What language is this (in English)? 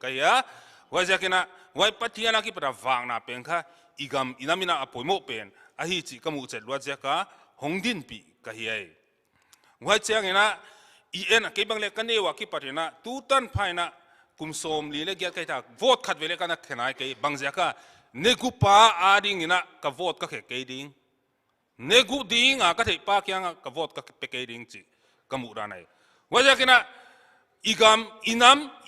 Paite Chin